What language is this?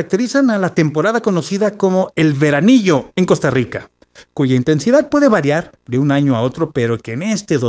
Spanish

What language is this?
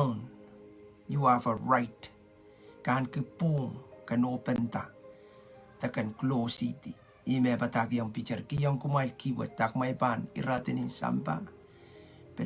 Pohnpeian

